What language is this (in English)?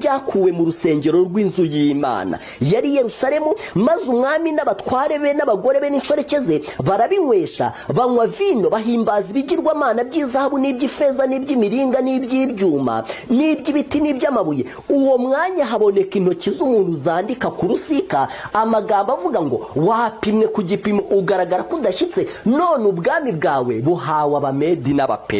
Kinyarwanda